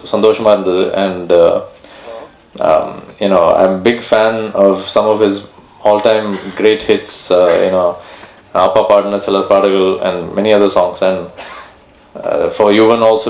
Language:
Tamil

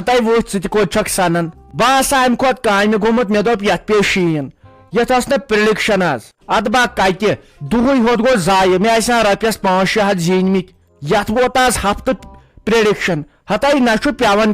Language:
Kashmiri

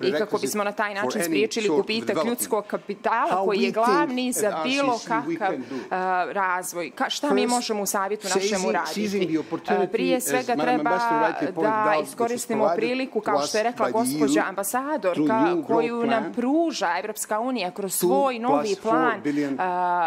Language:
Serbian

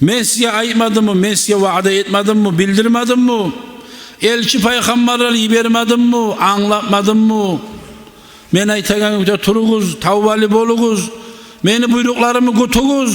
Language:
Kumyk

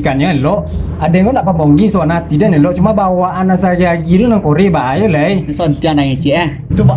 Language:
Minangkabau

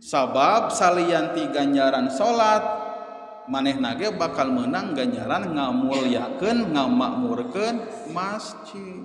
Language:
Sundanese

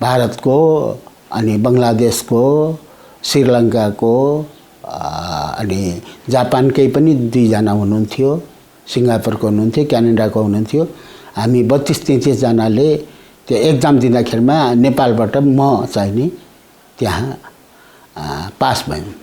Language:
Nepali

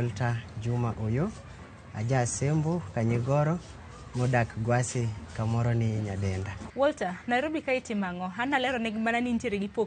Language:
Luo (Kenya and Tanzania)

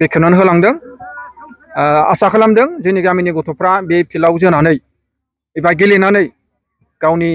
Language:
Bodo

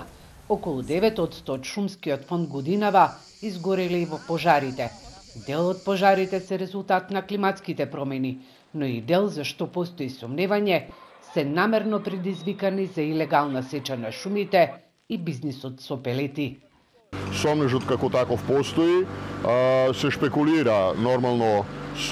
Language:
Macedonian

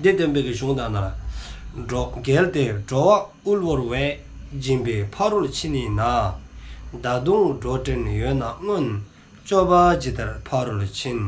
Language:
Dzongkha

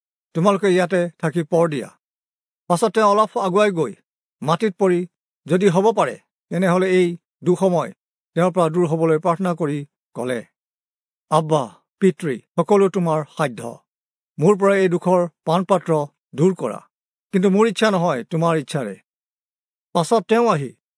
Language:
Assamese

